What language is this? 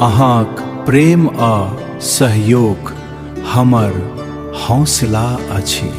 Maithili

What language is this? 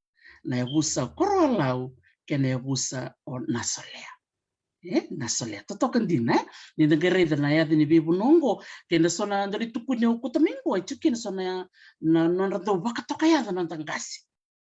Fijian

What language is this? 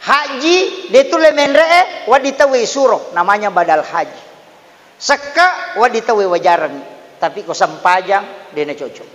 Buginese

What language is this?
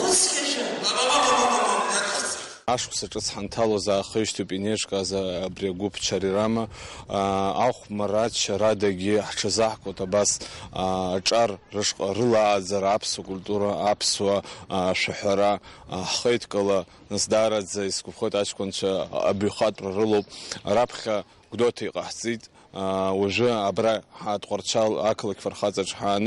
Abkhazian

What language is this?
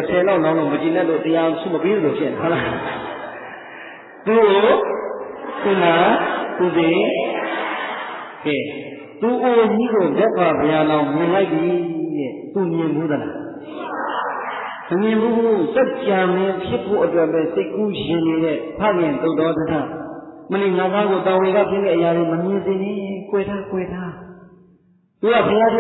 Burmese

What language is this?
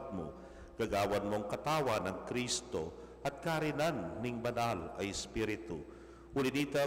Pampanga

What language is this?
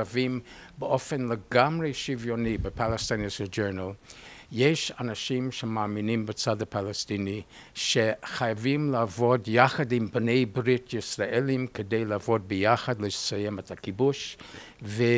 Hebrew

